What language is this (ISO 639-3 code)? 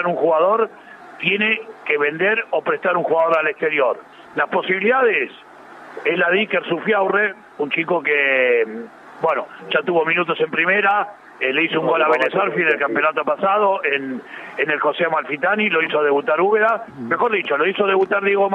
spa